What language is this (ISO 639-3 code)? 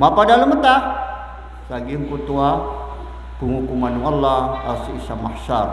mrw